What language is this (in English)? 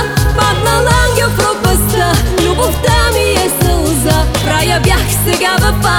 Bulgarian